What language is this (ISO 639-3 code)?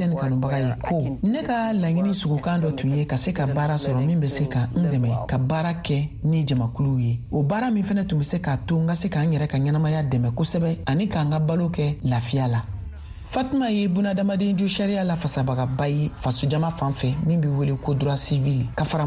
bam